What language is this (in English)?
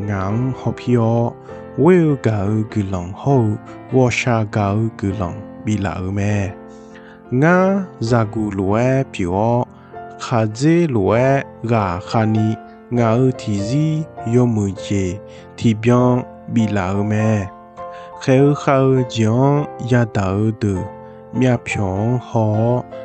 Akha